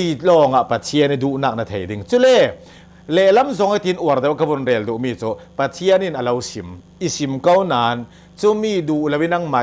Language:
Hakha Chin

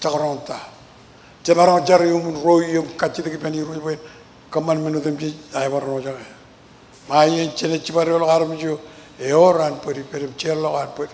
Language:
Marshallese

